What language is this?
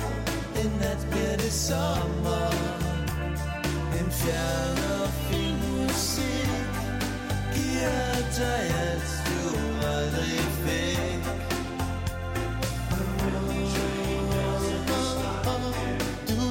Danish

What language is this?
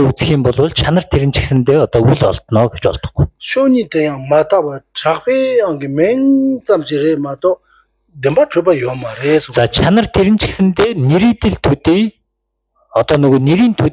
Mongolian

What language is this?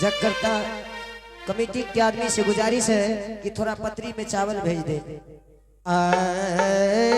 Angika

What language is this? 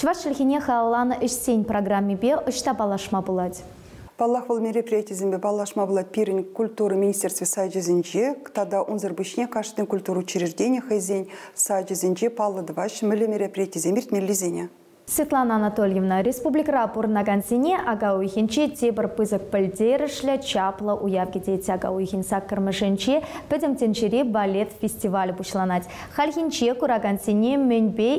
Chuvash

